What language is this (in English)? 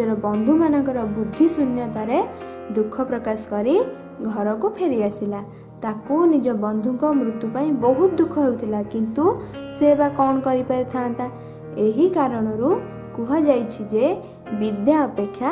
Odia